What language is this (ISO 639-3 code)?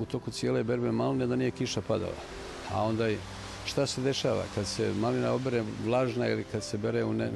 bos